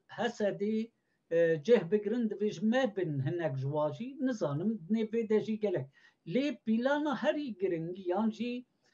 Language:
Kurdish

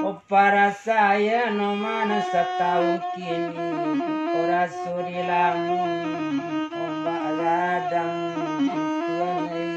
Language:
Minangkabau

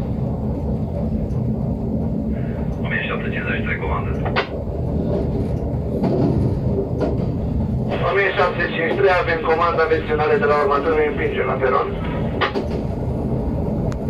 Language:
Romanian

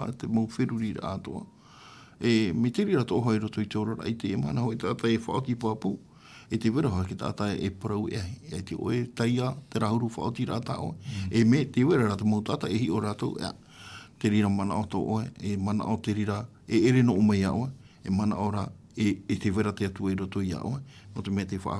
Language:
Tahitian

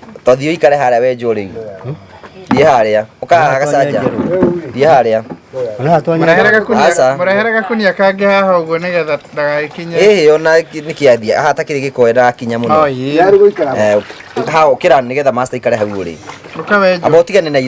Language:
Kikuyu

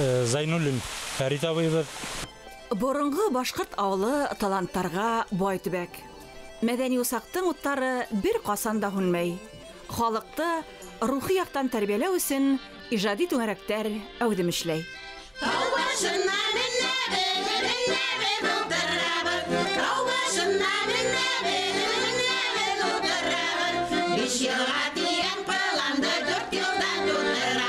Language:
Bashkir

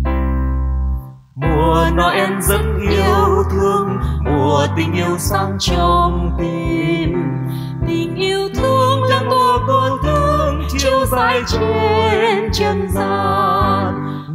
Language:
Vietnamese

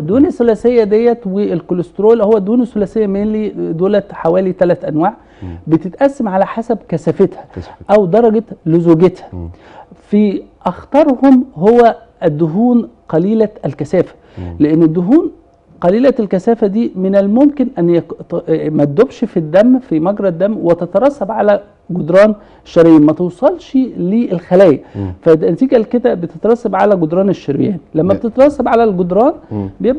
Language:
Egyptian Arabic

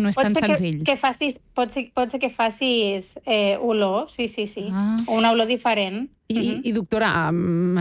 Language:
Catalan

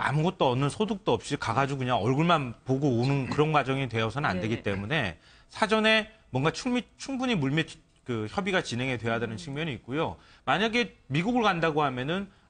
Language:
Korean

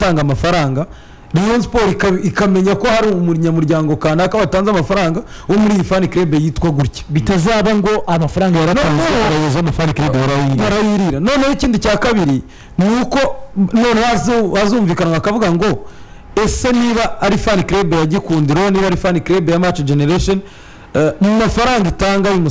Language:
Kinyarwanda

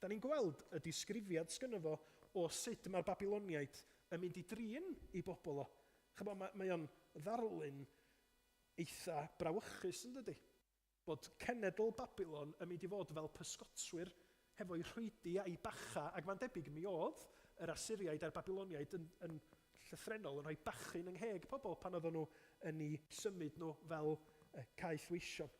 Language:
Welsh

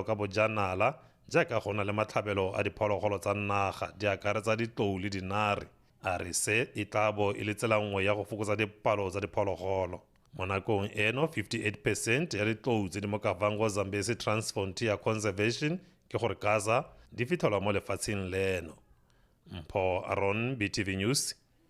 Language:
Tswana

